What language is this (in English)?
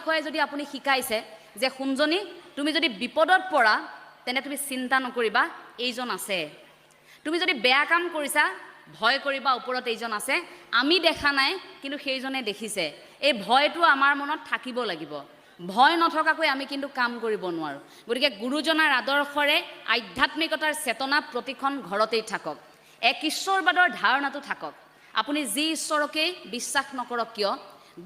Assamese